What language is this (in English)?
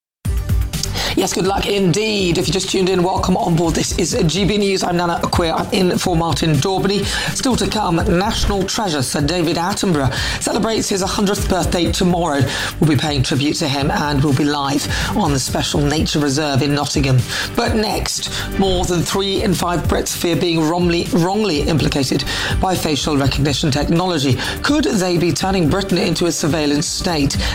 English